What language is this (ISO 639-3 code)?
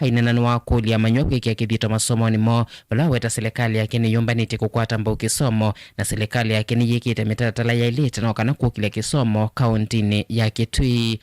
kam